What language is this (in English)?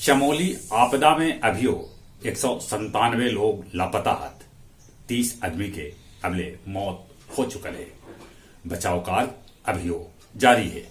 Magahi